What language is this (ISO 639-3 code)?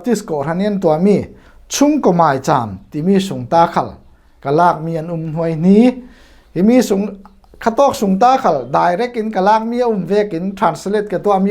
cfm